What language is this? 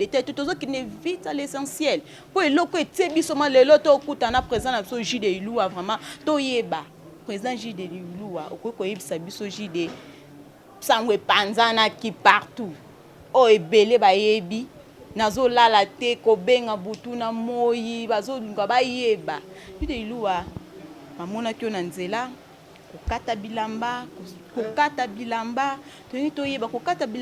Lingala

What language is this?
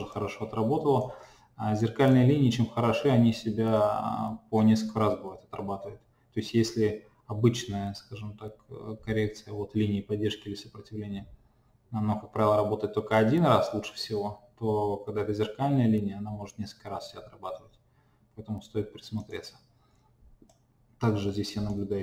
Russian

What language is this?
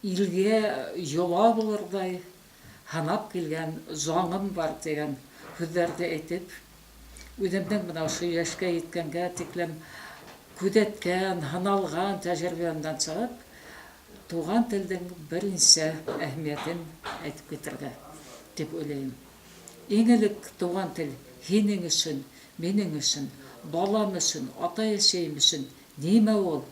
Bashkir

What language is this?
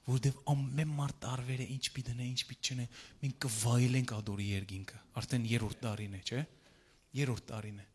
Western Armenian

